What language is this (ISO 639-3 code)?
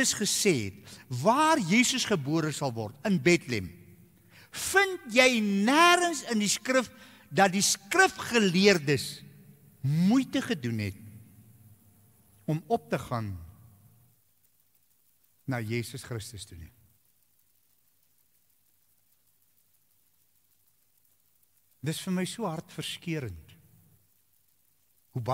afr